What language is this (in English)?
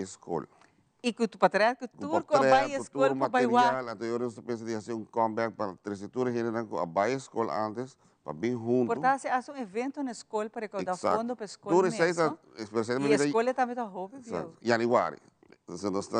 Papiamento